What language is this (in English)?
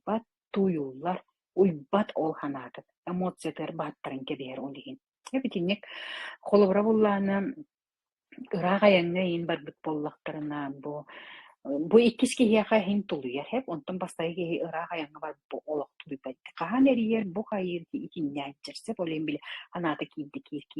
Yakut